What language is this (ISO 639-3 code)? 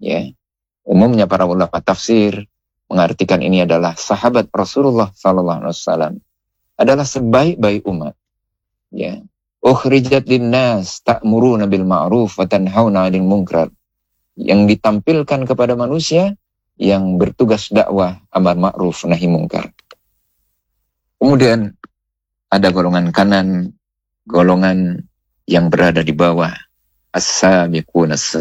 ind